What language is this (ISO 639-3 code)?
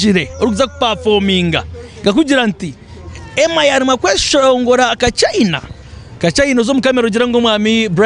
nyn